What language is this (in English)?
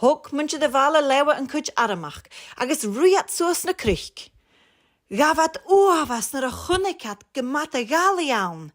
Scottish Gaelic